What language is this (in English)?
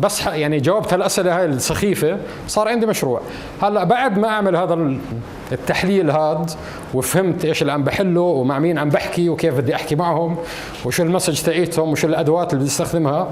North Levantine Arabic